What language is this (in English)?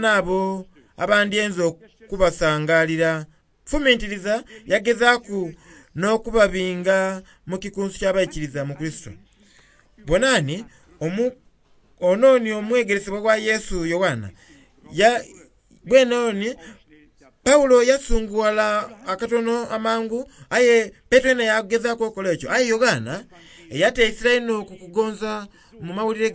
Soga